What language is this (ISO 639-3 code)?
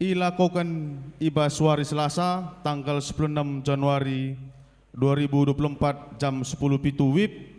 btx